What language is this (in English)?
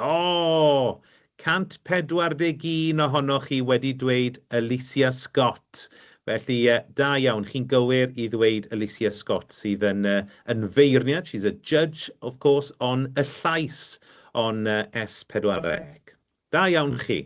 Welsh